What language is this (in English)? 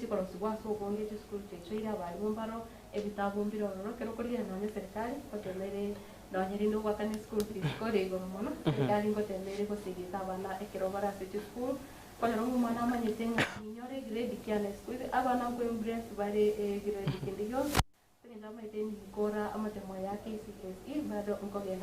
Gusii